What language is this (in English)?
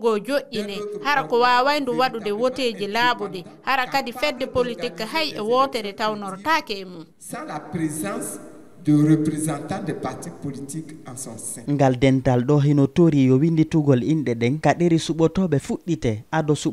Fula